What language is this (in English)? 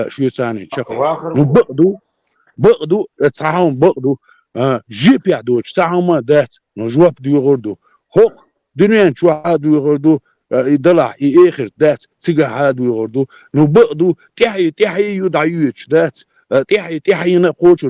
Chechen